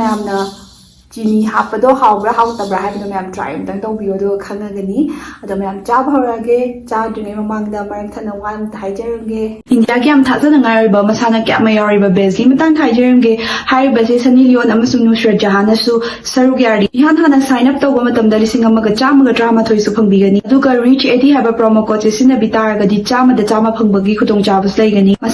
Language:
Manipuri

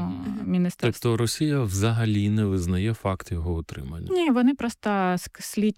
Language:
Ukrainian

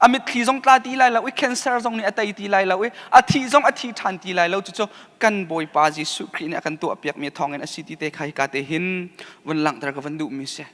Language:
Hakha Chin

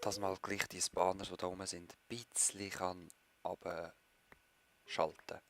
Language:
Swiss German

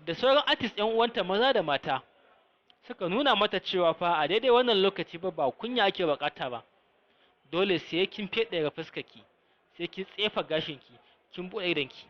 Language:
Hausa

